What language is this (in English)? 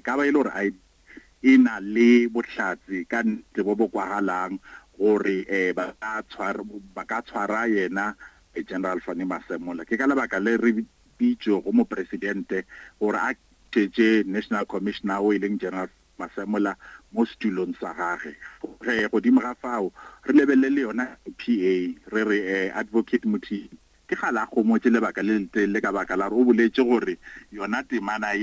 Northern Sotho